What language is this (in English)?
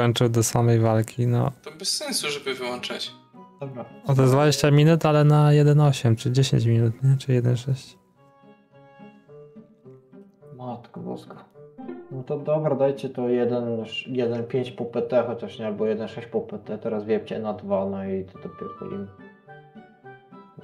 Polish